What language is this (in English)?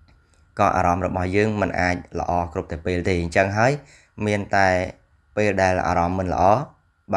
Khmer